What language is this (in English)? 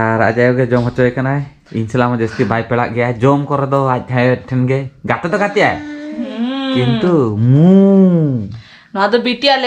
Santali